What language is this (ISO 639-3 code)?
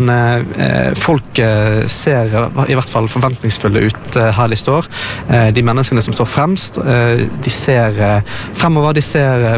nor